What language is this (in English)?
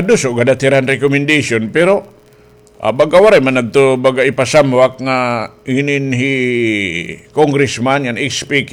Waray